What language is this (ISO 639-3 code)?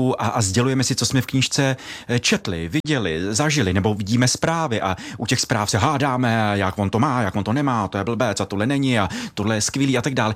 ces